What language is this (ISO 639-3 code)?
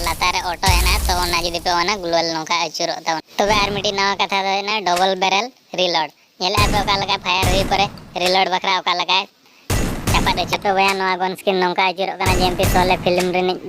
sat